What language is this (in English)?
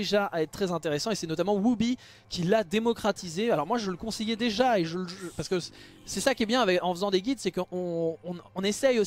French